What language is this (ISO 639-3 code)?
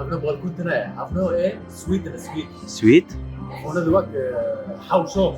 kur